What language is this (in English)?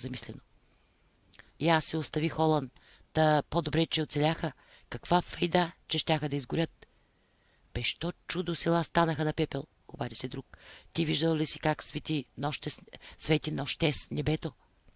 Bulgarian